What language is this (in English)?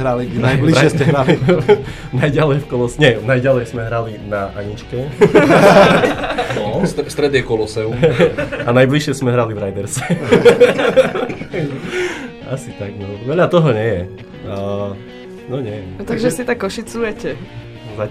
Slovak